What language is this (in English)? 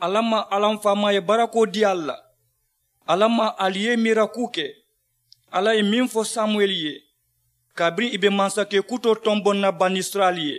Mandingo